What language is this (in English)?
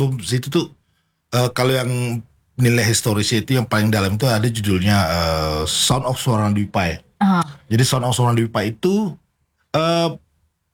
Indonesian